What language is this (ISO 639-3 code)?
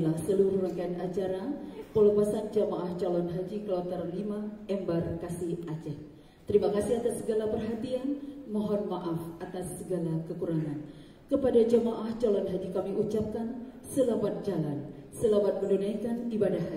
ind